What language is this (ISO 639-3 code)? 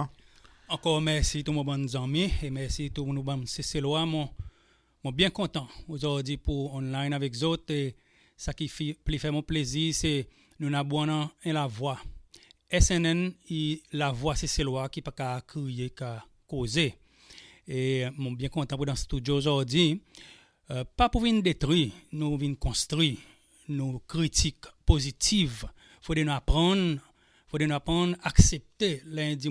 crs